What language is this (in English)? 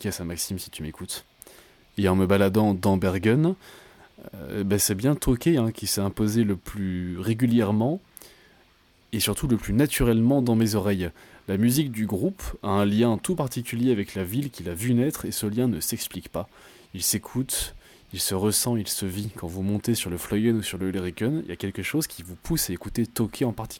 French